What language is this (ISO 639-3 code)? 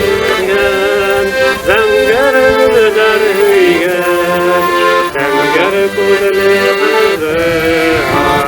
bak